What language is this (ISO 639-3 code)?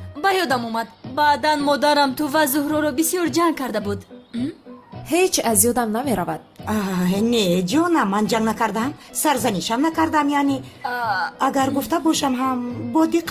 tgk